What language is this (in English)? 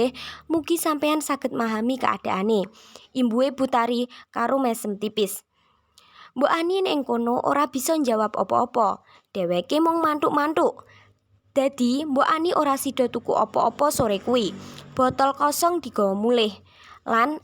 Javanese